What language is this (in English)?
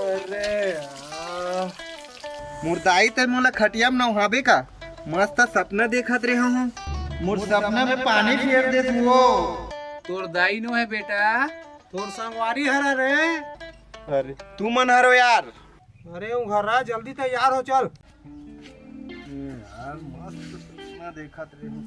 Chhattisgarhi